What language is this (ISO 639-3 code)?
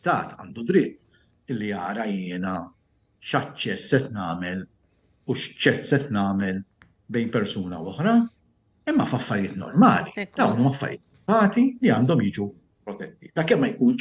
mlt